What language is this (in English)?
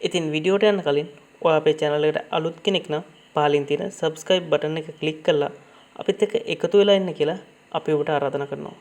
Sinhala